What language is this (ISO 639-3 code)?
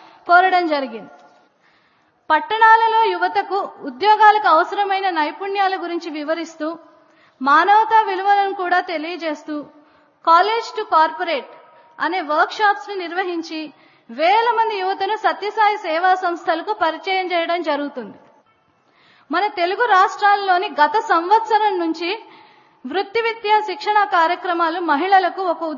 tel